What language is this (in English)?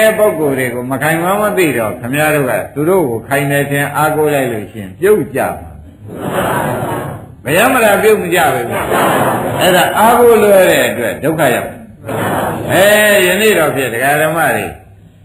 Burmese